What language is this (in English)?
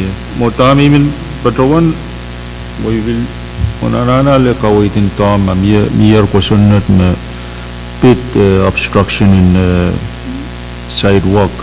Pohnpeian